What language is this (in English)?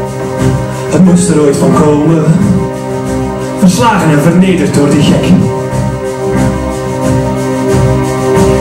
English